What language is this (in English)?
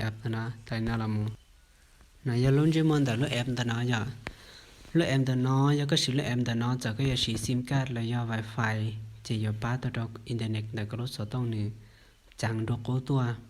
Hmong